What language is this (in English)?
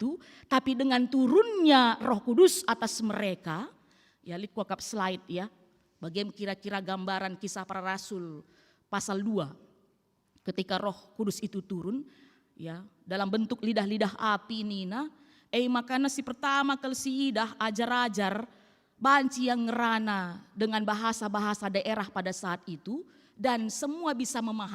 Batak Karo